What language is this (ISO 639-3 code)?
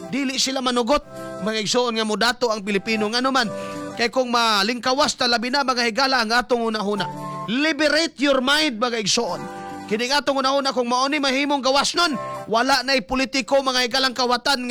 ceb